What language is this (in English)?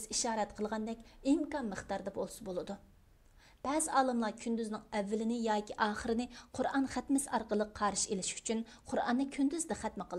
Uyghur